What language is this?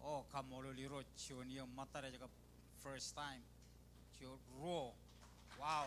Marshallese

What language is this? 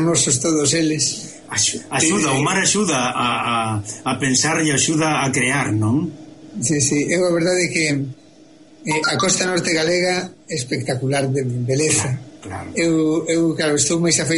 Galician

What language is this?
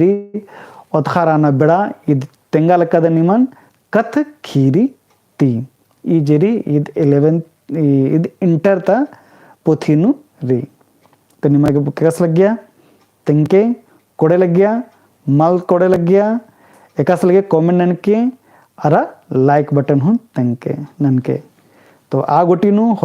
Kurukh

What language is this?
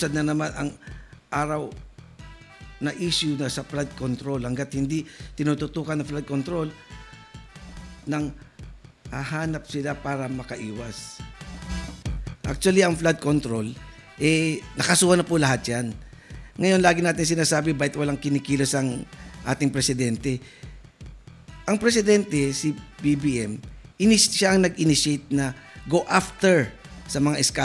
Filipino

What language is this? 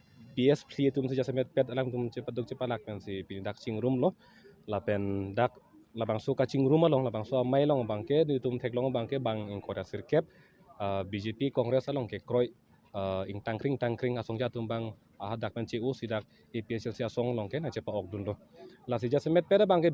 Karbi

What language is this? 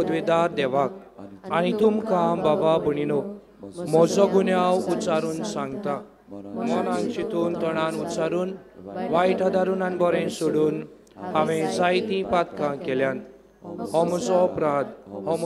Konkani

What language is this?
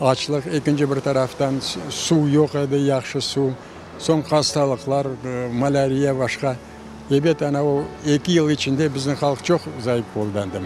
Crimean Tatar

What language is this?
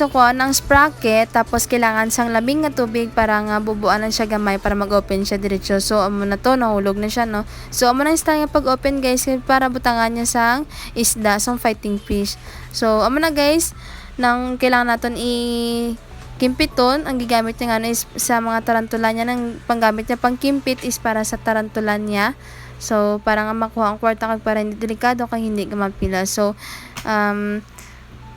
Hiligaynon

